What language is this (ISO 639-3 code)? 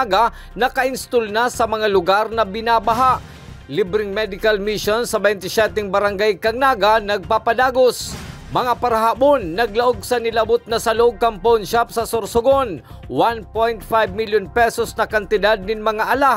bik